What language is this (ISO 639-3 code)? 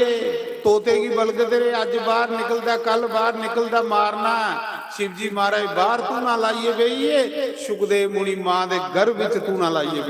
doi